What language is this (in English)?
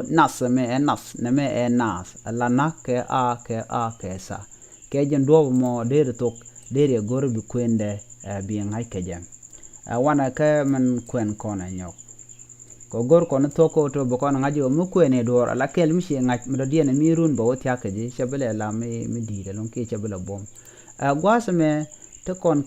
Nuer